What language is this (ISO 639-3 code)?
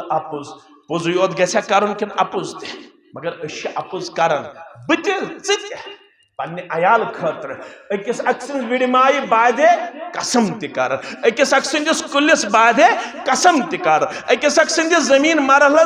kas